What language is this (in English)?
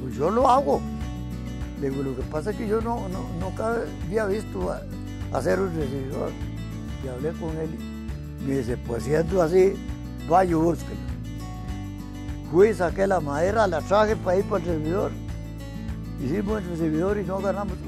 Spanish